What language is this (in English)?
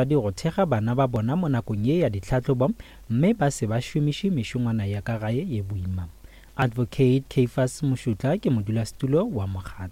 Northern Sotho